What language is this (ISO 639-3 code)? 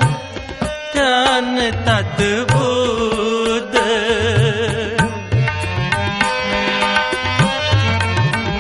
hin